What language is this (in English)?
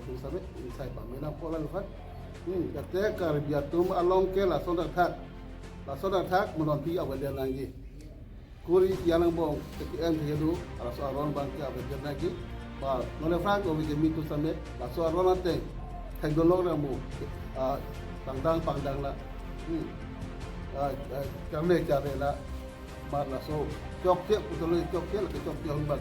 Karbi